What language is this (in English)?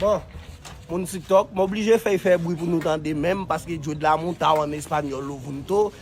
Haitian Creole